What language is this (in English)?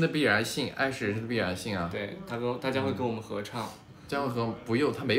Chinese